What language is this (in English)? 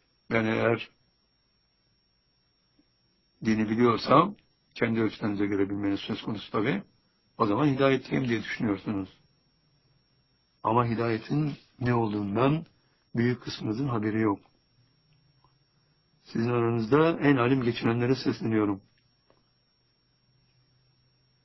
Turkish